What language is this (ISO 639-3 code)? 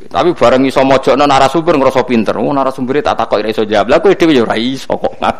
jav